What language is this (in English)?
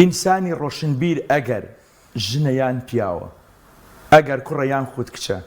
Central Kurdish